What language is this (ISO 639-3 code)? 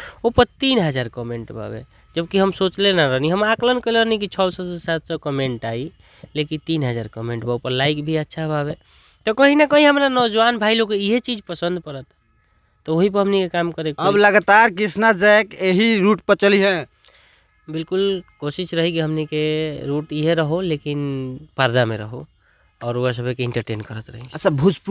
bho